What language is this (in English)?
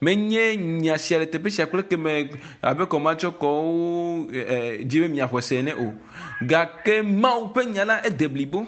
Ewe